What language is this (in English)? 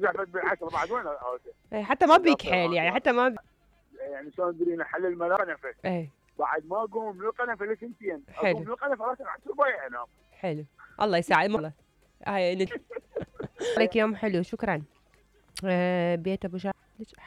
Mesopotamian Arabic